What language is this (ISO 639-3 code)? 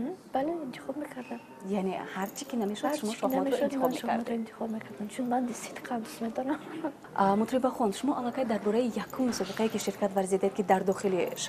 tgk